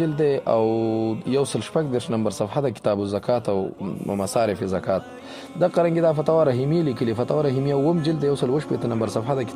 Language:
Pashto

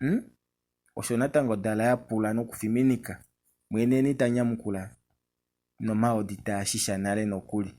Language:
Kuanyama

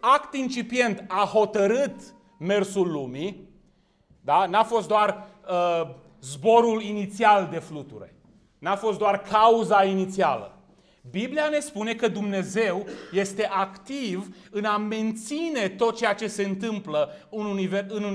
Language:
Romanian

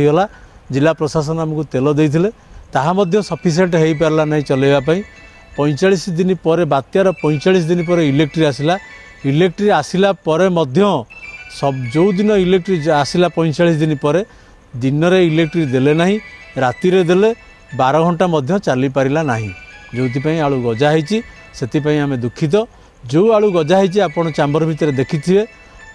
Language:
Odia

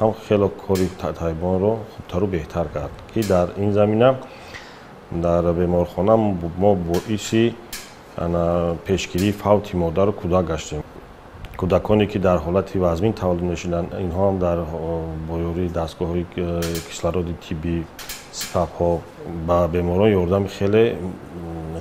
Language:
Tajik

